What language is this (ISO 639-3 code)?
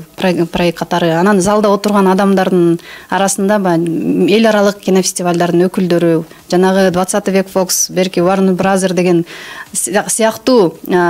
kir